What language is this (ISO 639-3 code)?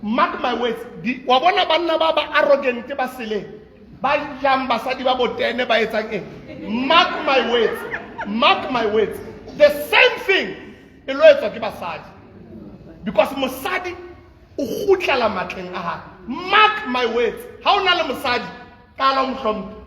sot